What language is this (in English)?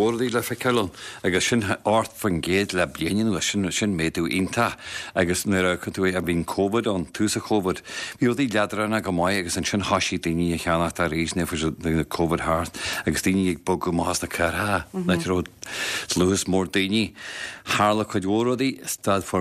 Irish